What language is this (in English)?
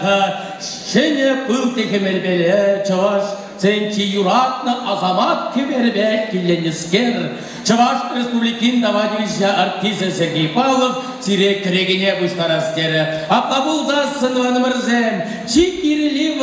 Chuvash